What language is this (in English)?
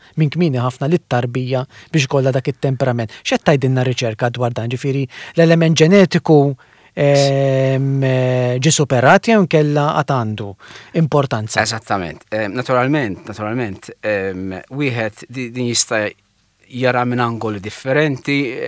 Maltese